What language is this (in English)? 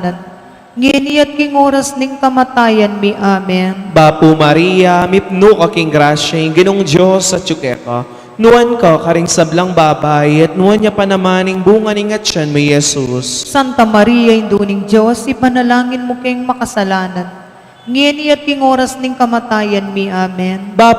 Pampanga